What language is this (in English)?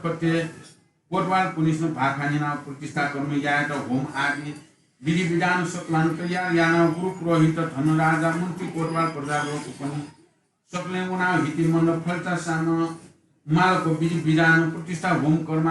Newari